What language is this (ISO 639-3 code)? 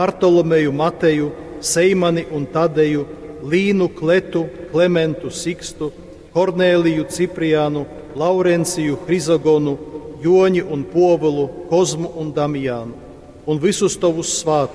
ltg